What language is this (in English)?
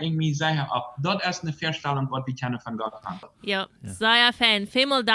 Plautdietsch